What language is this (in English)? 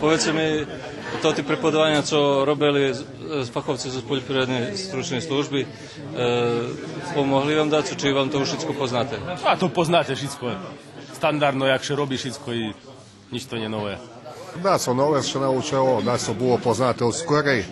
Rusyn